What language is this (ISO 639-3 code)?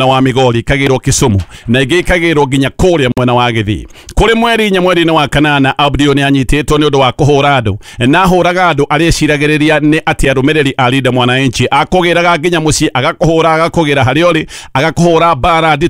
kik